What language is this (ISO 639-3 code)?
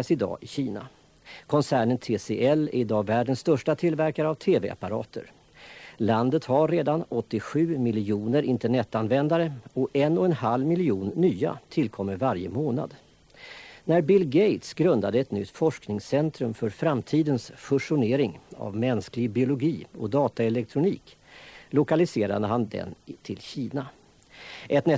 swe